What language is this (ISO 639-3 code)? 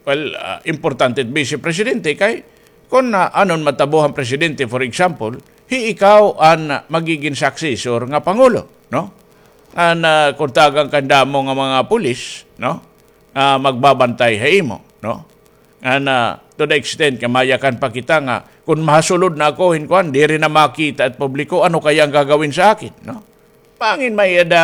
war